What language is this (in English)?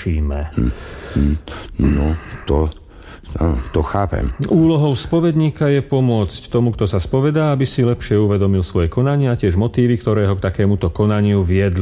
Slovak